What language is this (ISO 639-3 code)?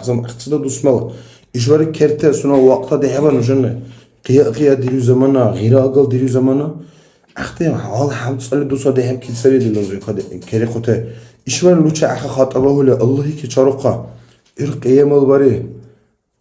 dar